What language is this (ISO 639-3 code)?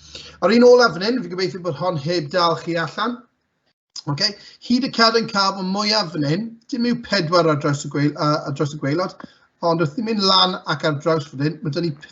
cym